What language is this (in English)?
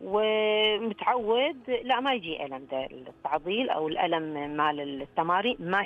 Najdi Arabic